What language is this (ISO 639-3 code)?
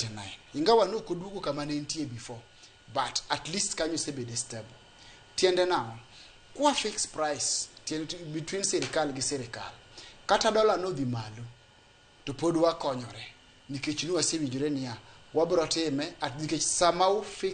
luo